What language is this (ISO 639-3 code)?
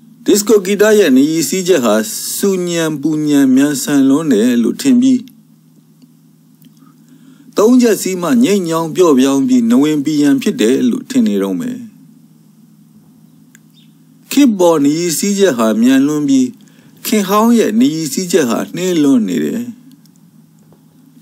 mya